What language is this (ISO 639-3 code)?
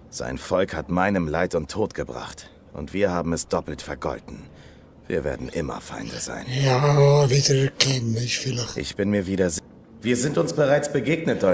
gsw